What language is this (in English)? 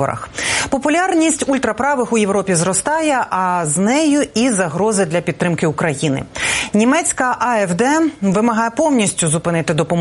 Ukrainian